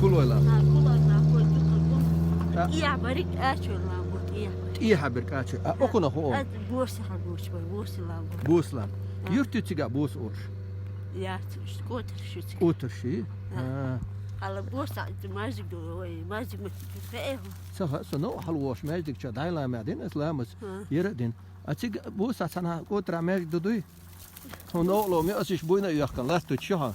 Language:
Chechen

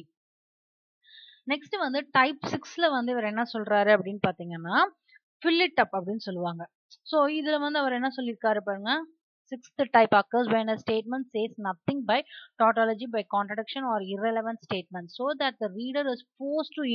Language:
Tamil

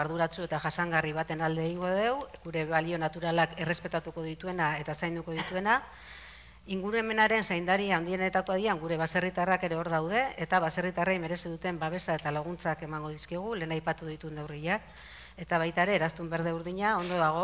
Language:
Basque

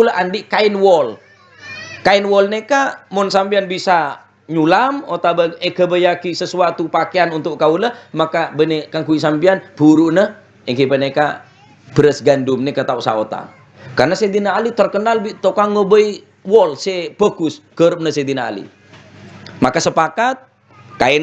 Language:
Madurese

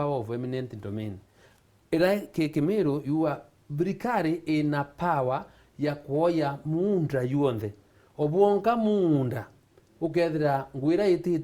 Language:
Meru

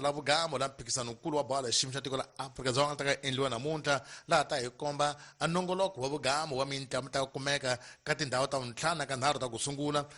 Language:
Tsonga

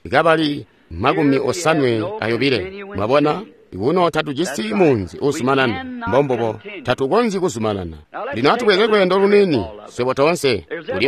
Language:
Tonga (Zambia)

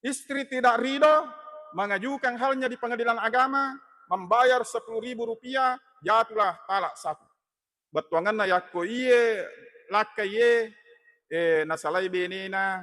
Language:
Buginese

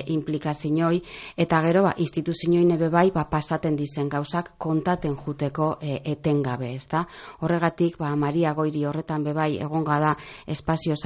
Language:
Basque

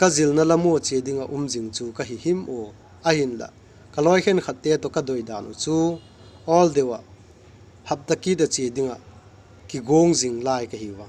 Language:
Vaiphei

